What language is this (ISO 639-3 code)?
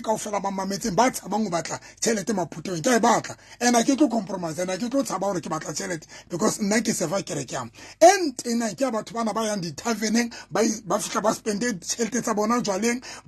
sot